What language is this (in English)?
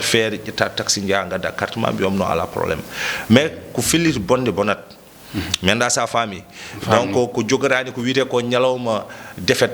Fula